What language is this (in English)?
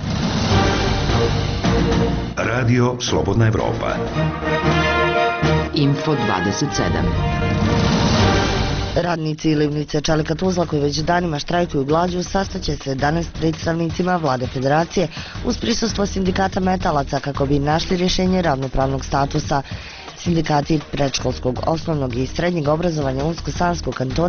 Bosnian